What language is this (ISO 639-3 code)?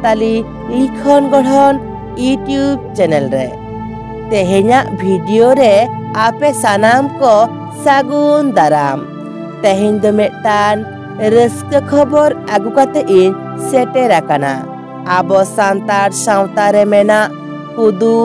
sat